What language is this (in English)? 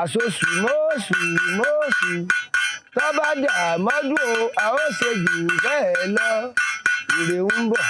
Yoruba